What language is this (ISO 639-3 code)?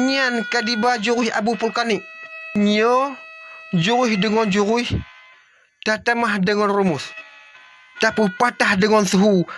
ace